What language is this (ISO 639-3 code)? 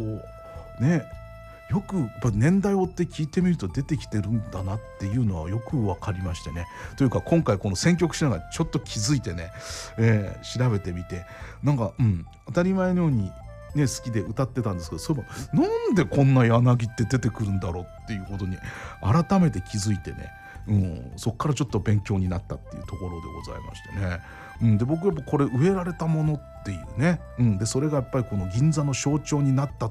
jpn